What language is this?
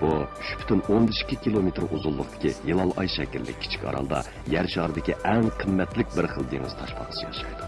Uyghur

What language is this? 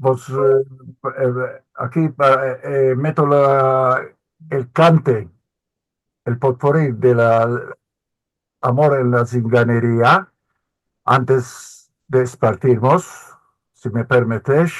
Ladino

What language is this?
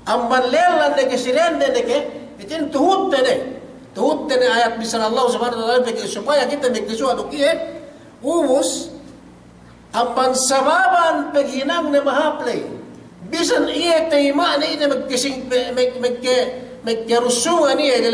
Yakan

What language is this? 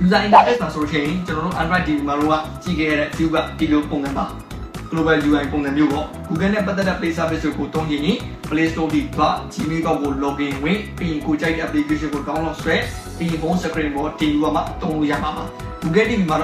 Burmese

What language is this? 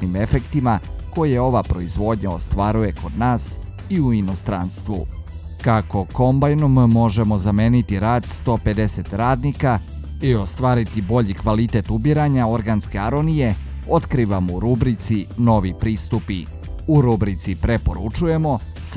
Serbian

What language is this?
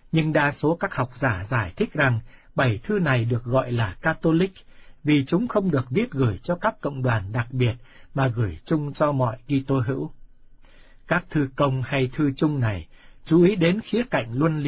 Vietnamese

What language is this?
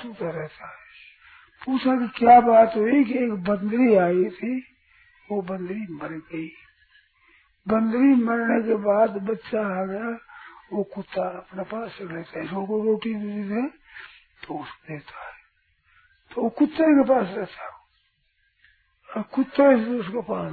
Hindi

